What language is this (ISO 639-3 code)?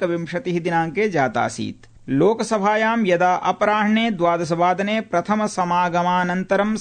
san